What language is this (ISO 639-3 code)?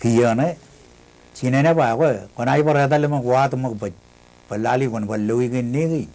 mah